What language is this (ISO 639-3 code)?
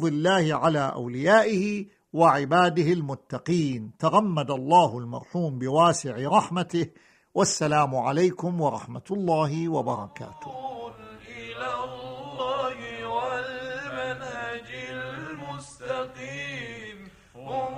ara